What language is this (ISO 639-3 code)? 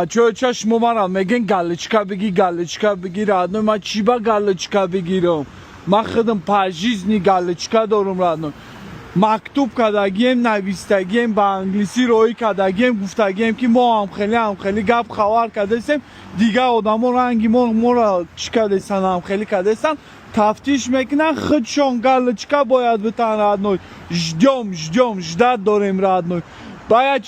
tgk